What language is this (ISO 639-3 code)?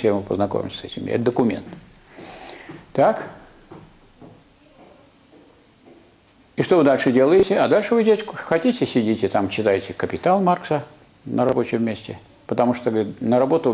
rus